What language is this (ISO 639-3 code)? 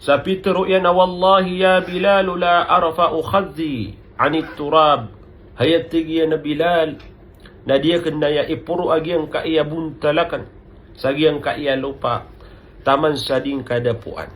mrw